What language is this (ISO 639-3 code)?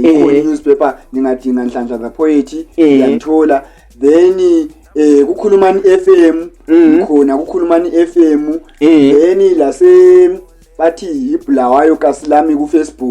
nde